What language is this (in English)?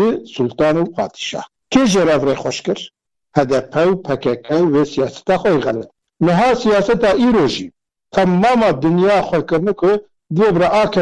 Kurdish